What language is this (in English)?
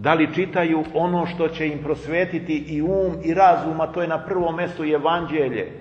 Serbian